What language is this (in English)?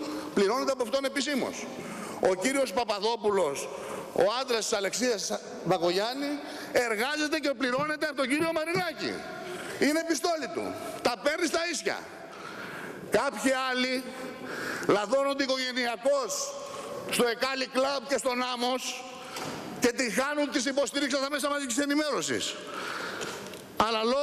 Greek